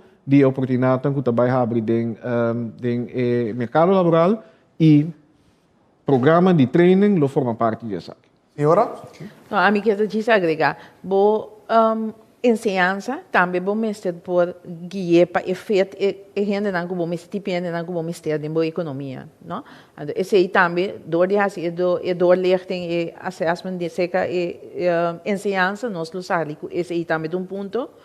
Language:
Papiamento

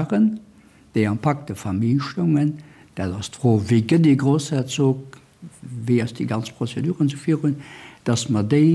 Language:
Luxembourgish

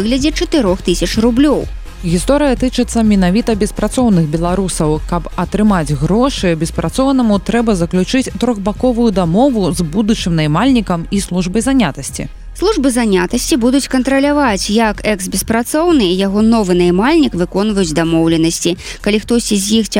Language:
Belarusian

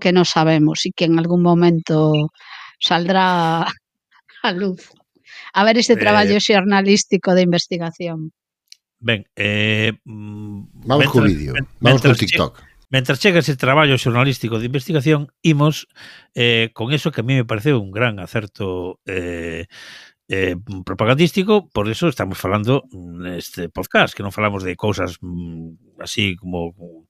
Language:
Galician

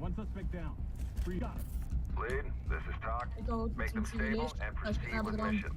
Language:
Swiss German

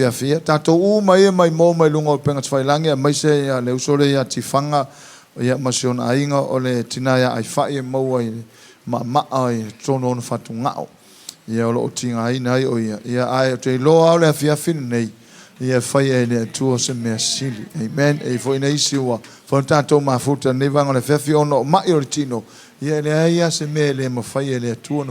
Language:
Samoan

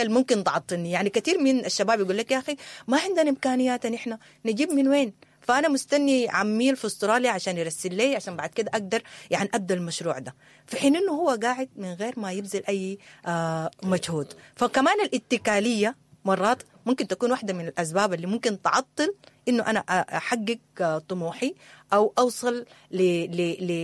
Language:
Sudanese Arabic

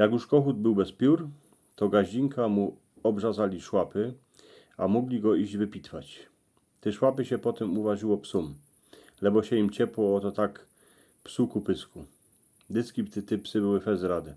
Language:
Silesian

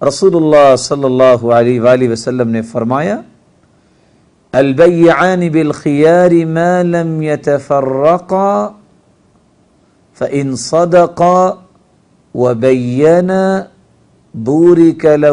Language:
Urdu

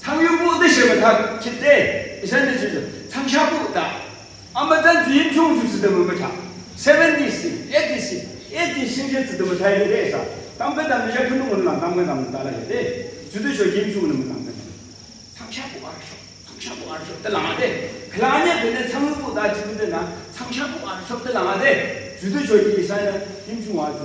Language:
Yimchungru Naga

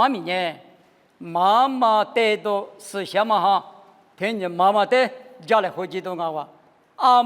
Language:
Lisu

